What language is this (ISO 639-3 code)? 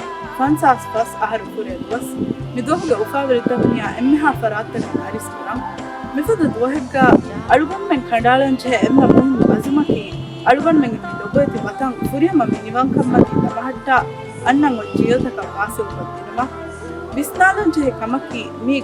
div